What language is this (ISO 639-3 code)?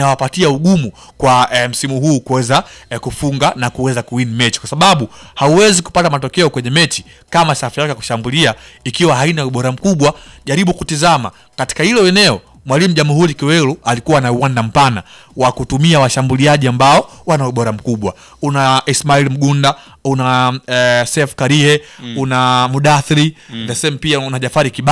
swa